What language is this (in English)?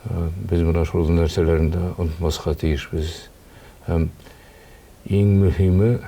Tatar